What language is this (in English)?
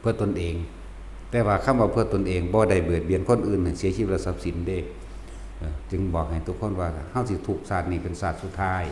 Northeastern Thai